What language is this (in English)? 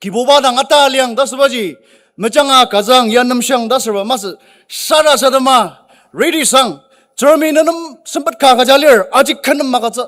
Ao Naga